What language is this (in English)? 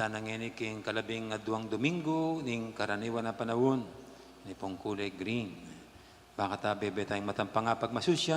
Pampanga